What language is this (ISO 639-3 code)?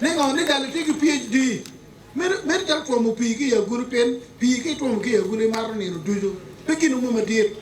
ach